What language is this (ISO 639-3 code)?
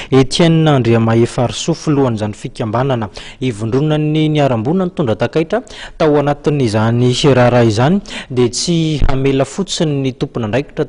mlg